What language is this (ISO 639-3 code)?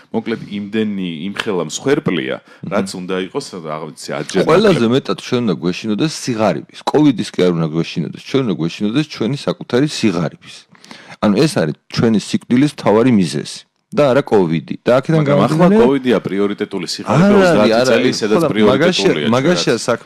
kat